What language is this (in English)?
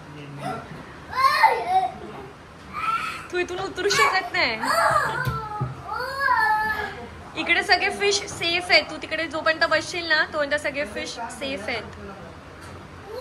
Marathi